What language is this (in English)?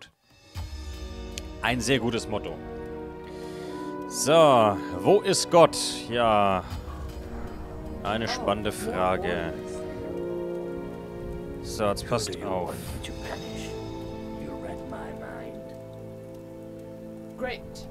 German